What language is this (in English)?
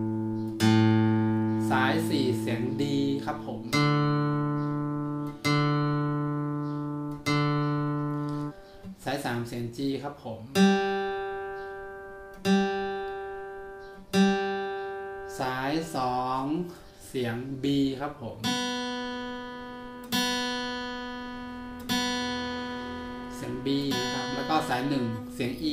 Thai